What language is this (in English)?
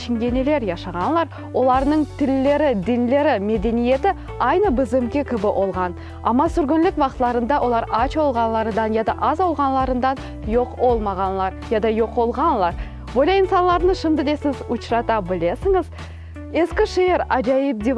Crimean Tatar